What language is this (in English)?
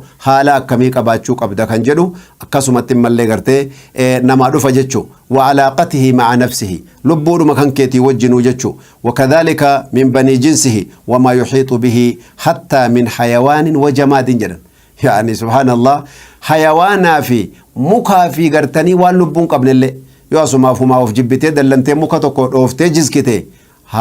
Oromo